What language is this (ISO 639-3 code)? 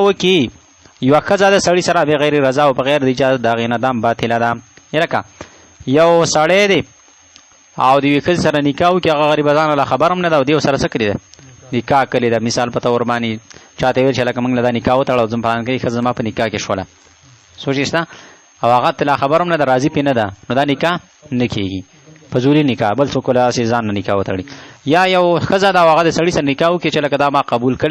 pus